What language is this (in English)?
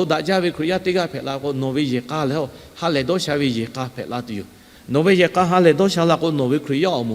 Lahu